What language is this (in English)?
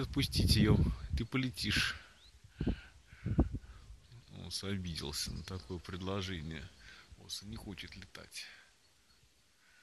Russian